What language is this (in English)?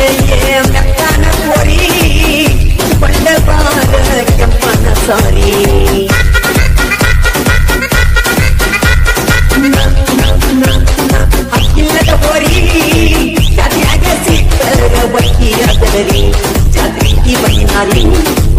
Kannada